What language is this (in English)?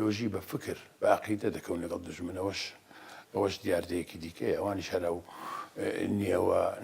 Central Kurdish